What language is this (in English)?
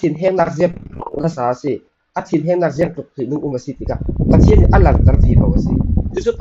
Falam Chin